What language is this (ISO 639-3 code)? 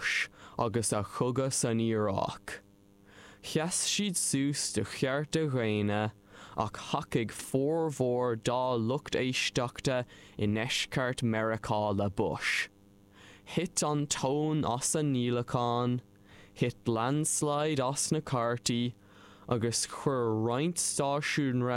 gle